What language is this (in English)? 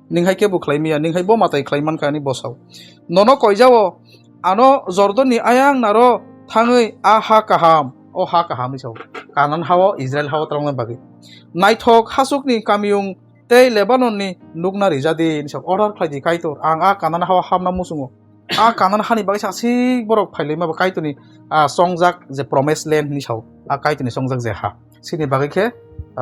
Kok Borok